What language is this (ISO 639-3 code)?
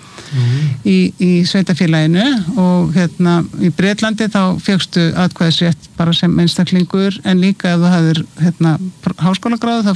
isl